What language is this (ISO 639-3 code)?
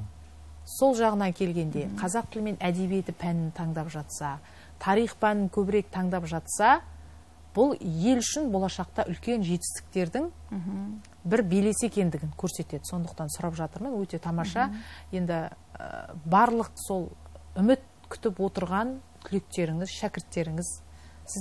kaz